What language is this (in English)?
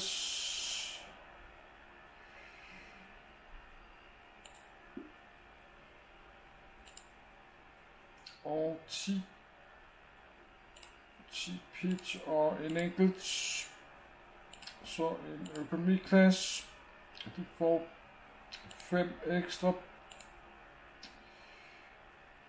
Danish